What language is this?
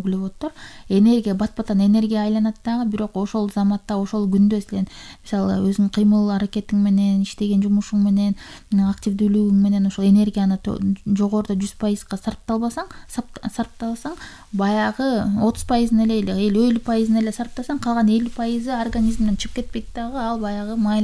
Kyrgyz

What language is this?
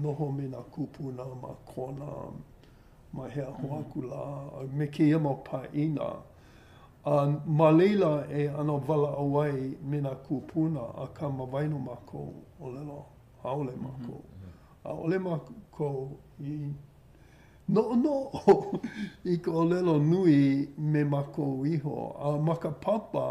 Hawaiian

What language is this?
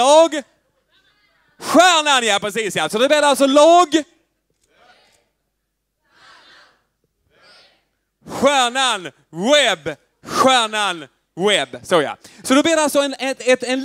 Swedish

